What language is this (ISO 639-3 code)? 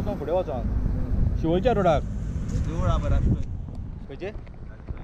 kok